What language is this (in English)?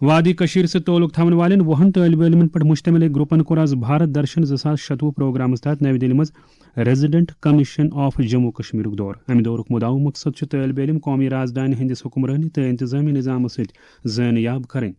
Kashmiri